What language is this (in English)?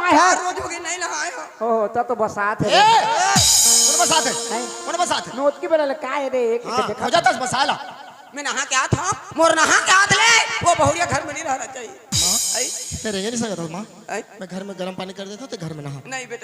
Chhattisgarhi